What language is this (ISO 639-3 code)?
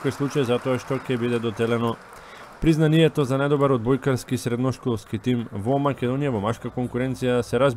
mkd